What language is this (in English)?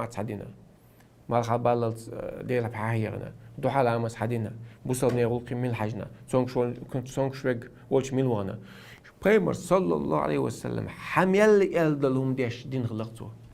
Chechen